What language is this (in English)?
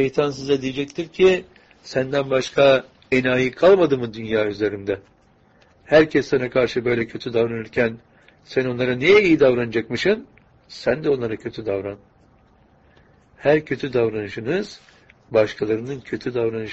Turkish